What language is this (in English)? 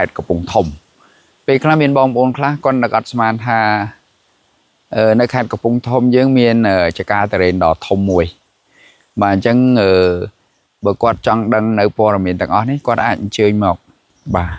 Khmer